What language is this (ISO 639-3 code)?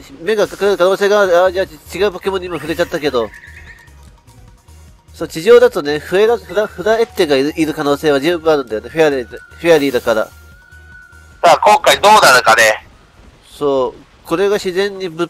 jpn